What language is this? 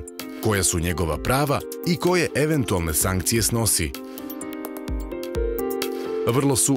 Serbian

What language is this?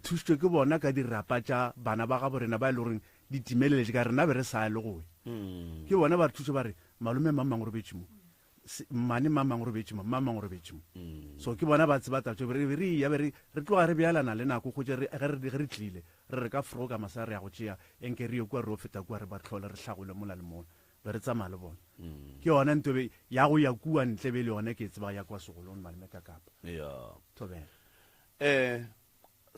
Northern Sotho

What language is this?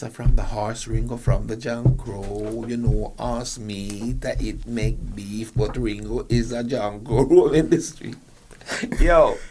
Jamaican Creole English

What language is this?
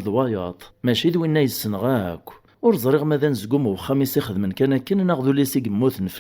Kabyle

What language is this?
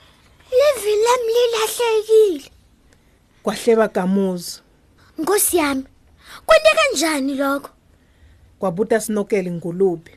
Swati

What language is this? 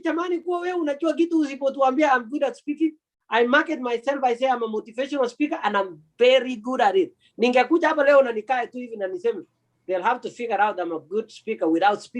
Kalenjin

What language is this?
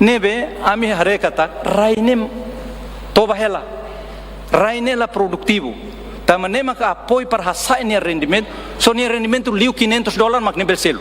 Tetum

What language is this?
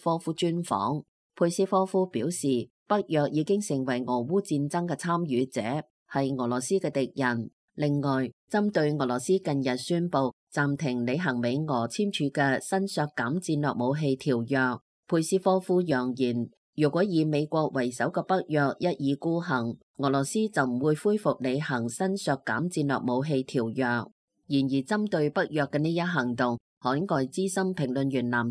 Cantonese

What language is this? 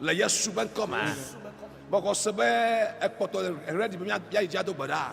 Ewe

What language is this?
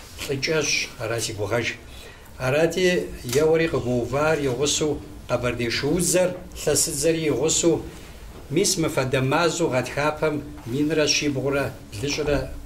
Kabardian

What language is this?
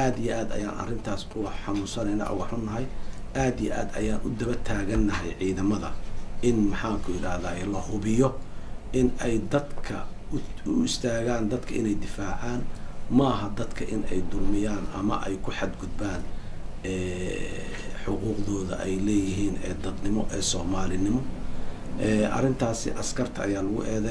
Somali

